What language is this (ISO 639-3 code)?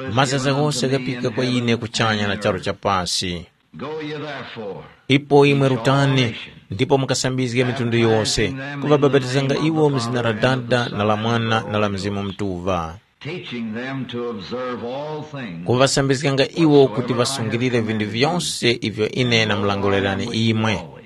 tum